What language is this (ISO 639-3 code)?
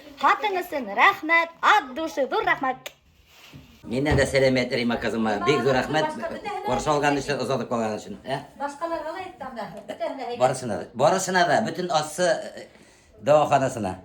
bak